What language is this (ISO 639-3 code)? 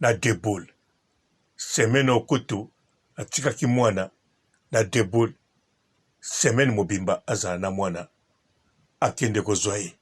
lin